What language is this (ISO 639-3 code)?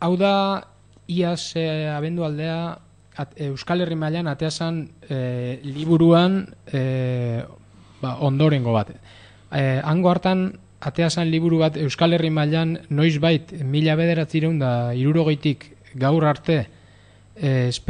eus